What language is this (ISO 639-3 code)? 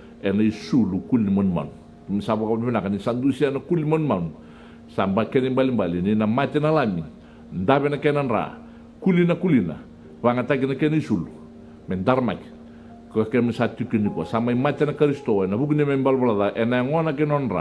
fij